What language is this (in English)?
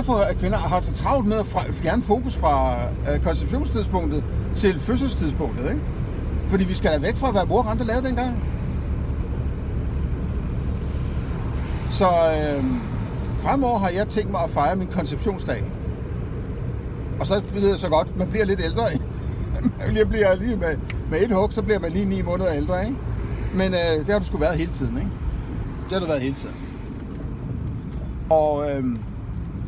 Danish